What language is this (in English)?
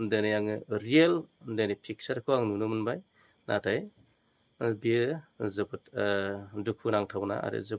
Bodo